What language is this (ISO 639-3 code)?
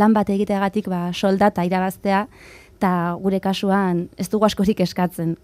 eus